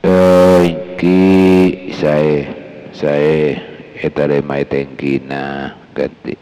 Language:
Madurese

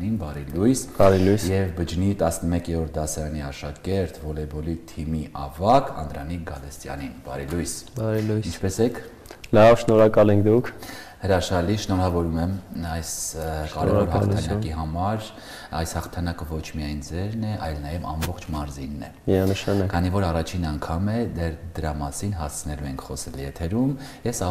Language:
Armenian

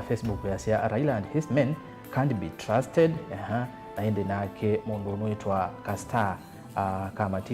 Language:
Kamba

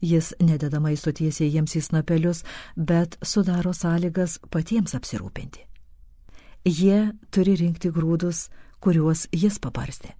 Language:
Lithuanian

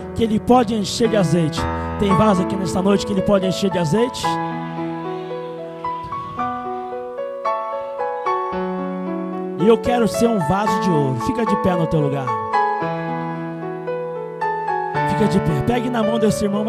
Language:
Portuguese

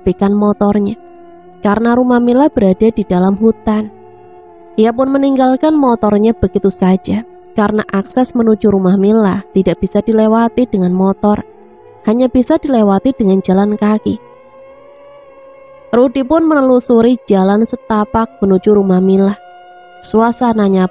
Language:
Indonesian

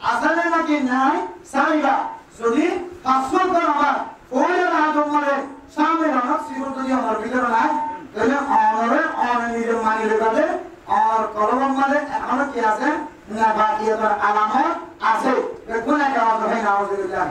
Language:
Rohingya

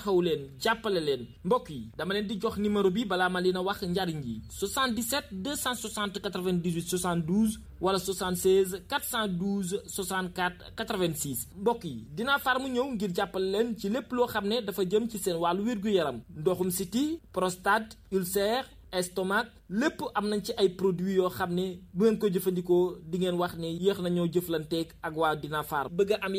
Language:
Wolof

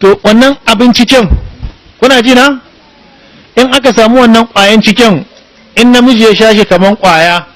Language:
Hausa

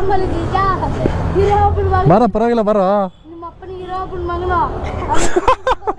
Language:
Kannada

